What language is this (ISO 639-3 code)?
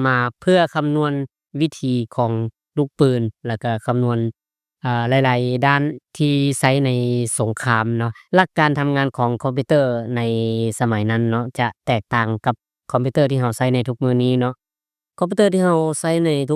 lao